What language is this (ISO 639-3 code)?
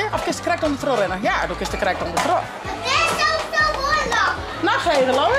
fry